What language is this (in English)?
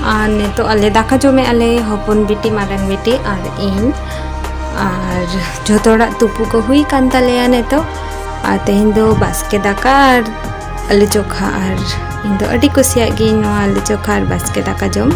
Santali